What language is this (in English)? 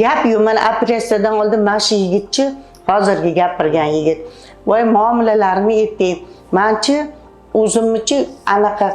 Uzbek